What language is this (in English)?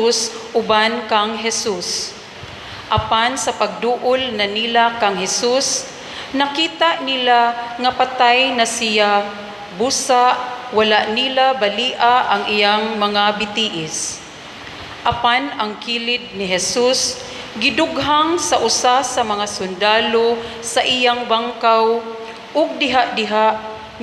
Cebuano